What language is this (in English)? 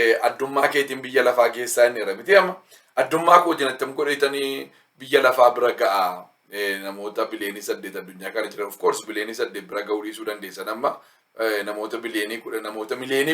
Oromo